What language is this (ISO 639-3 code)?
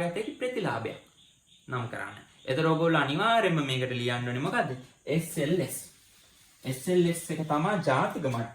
sin